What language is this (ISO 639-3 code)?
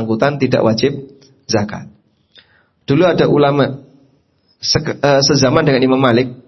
ind